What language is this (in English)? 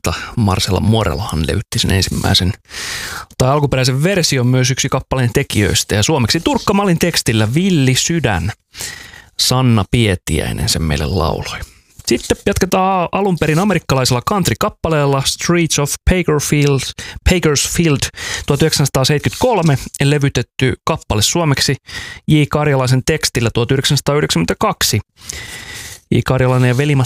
Finnish